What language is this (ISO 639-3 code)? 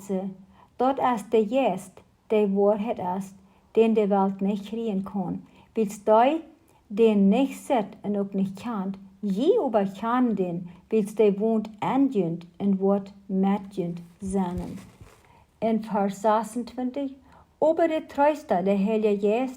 pdt